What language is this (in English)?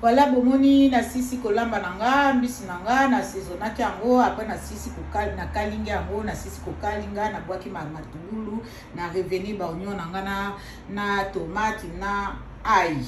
Lingala